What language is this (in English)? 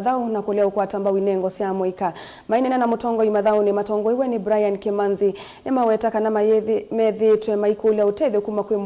Kamba